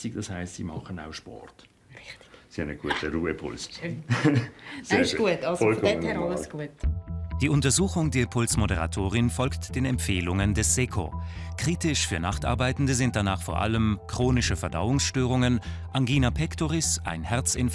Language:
Swiss German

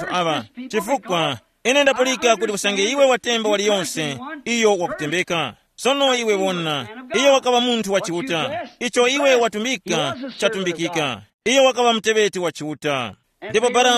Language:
Tumbuka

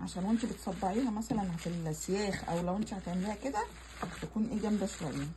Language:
Egyptian Arabic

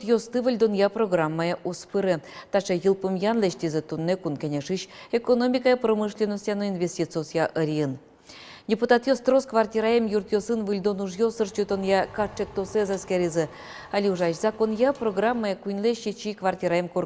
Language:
Udmurt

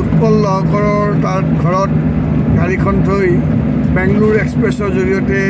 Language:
Assamese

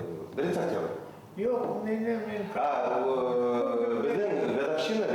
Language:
Bashkir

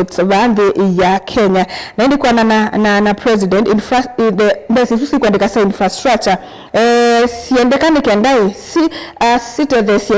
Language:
Kamba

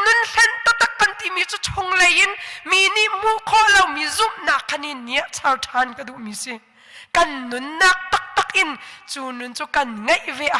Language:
Hakha Chin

